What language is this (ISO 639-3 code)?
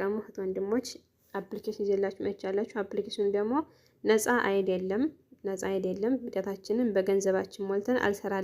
amh